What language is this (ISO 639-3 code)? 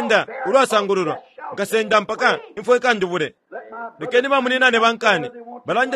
bem